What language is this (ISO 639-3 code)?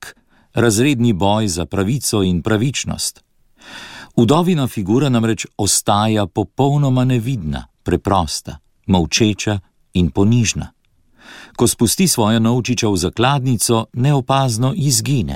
slv